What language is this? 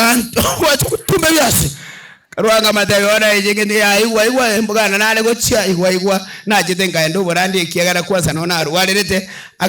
Gusii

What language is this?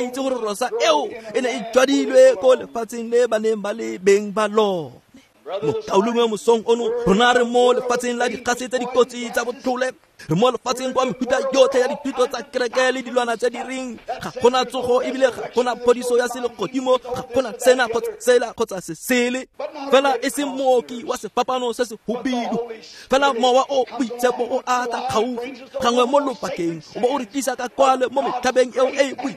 Tswana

